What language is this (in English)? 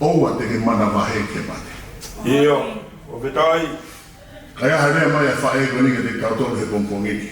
Tongan